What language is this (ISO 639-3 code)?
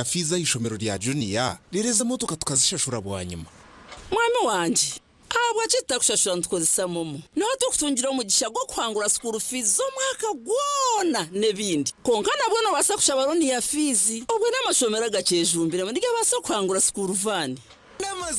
nyn